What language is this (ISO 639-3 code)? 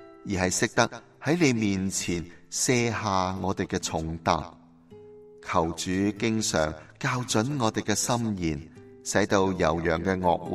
yue